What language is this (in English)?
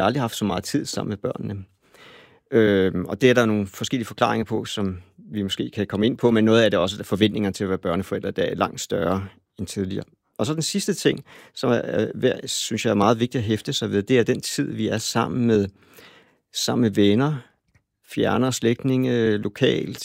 Danish